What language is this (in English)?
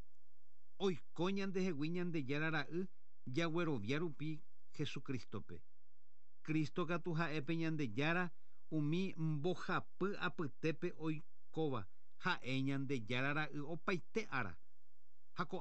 Guarani